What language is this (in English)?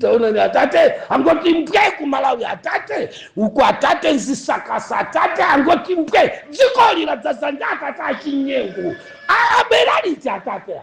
Nyanja